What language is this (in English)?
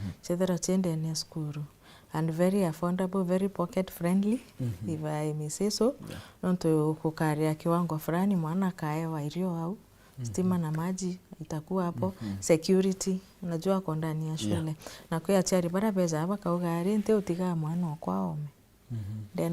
Meru